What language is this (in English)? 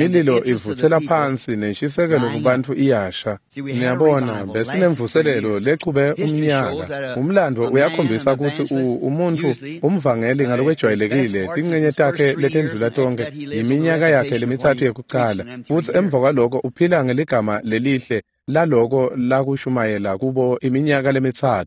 Swati